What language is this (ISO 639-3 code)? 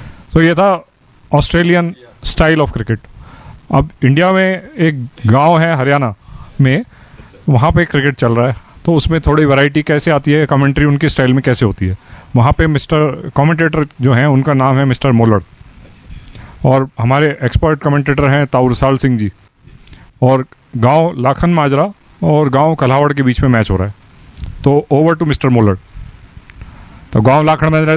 hin